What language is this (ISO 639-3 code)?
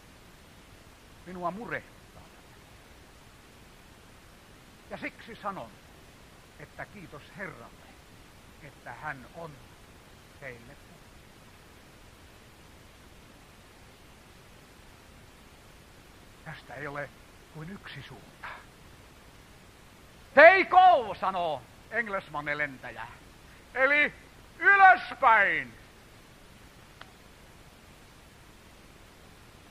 fin